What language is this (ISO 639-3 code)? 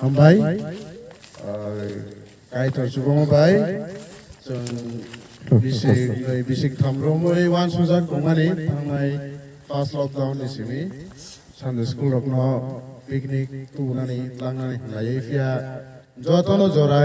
trp